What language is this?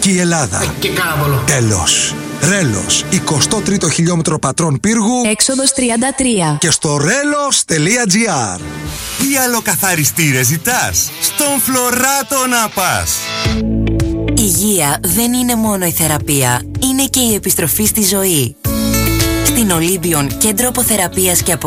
Greek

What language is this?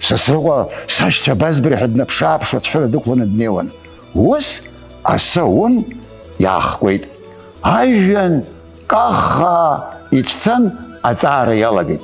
Abkhazian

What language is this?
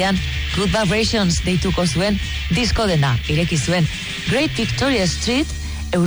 Basque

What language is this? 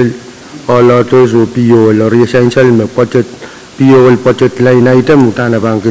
Pohnpeian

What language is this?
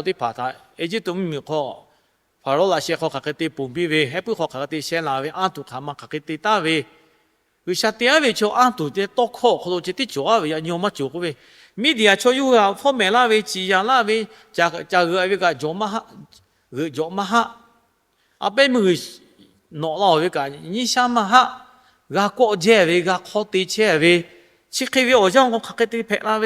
Lahu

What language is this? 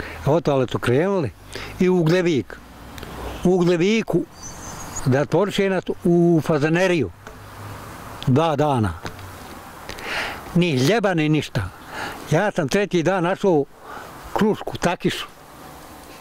Bosnian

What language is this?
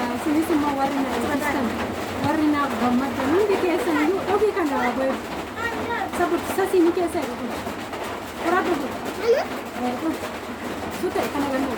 Oromo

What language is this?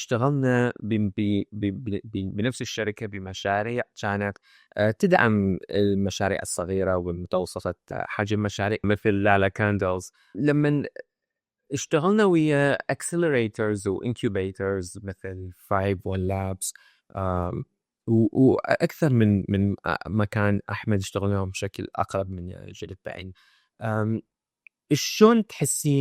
Mesopotamian Arabic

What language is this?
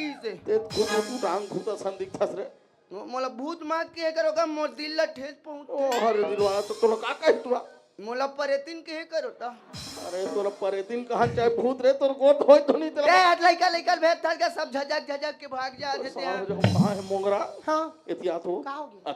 Chhattisgarhi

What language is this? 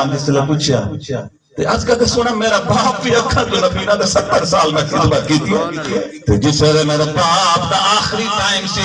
Saraiki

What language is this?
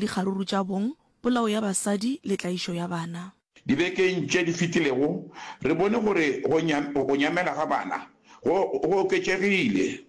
Northern Sotho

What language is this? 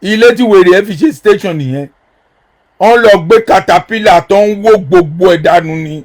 Yoruba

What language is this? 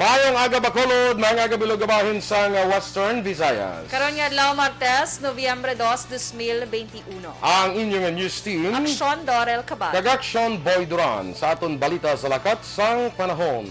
Hiligaynon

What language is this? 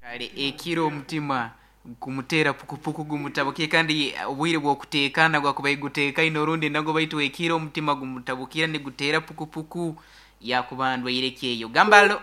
Nyoro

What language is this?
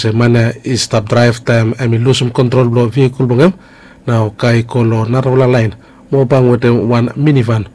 Bislama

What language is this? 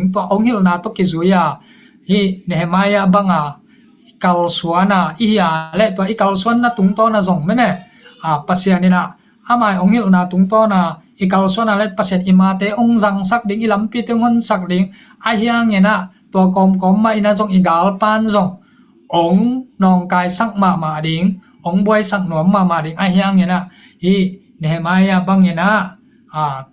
Tedim Chin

